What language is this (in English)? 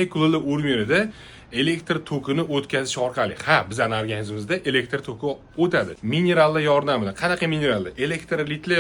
Uzbek